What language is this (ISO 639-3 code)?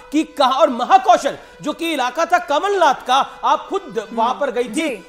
hin